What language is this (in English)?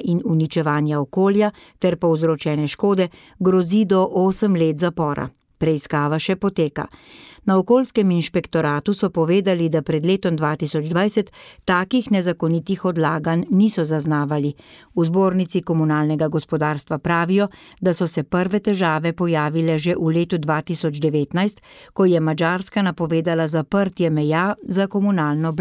Slovenian